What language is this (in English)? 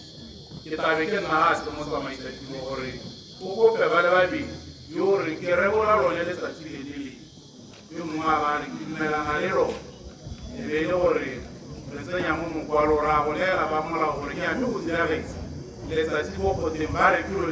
Tswana